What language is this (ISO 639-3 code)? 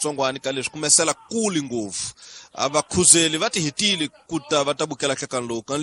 tso